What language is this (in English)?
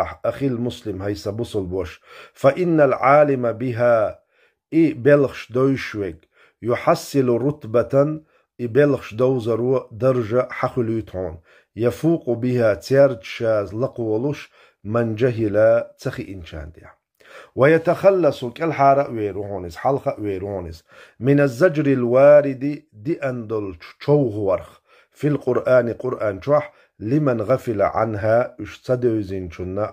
Chechen